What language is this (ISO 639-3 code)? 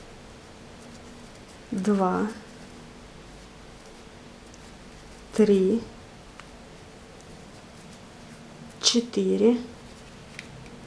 rus